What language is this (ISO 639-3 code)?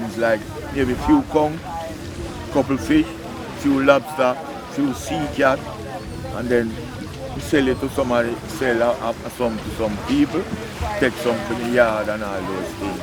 jam